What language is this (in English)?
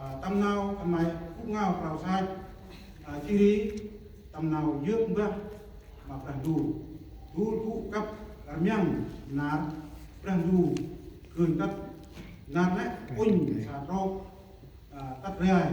Central Mnong